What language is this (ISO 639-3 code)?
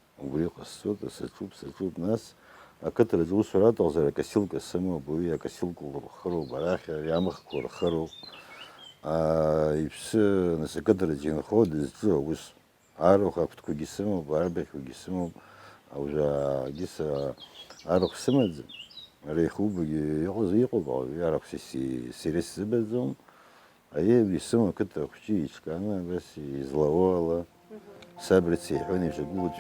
abk